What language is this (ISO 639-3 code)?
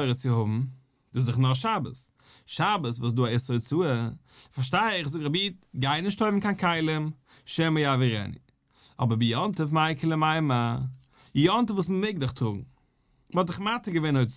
yid